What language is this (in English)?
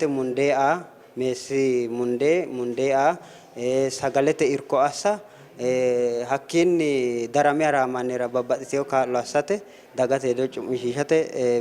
Sidamo